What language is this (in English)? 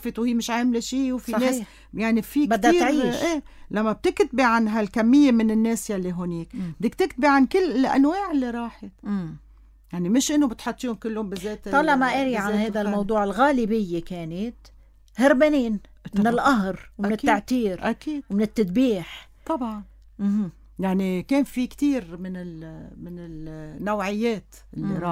North Levantine Arabic